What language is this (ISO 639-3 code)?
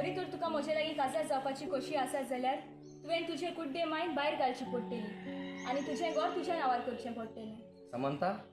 kok